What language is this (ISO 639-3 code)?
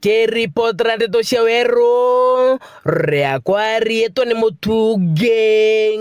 mer